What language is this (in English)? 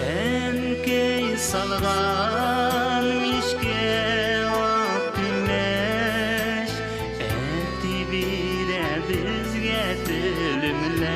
Bashkir